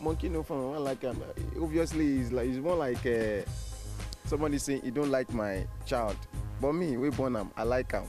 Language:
Nigerian Pidgin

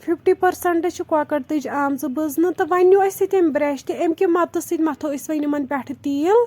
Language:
Kashmiri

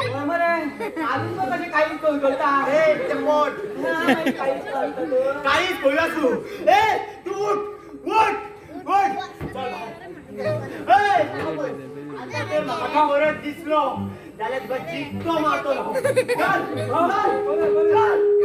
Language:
Konkani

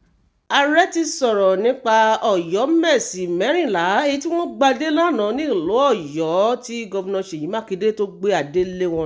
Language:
Yoruba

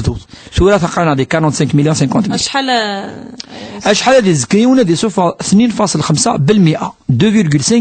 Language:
Kabyle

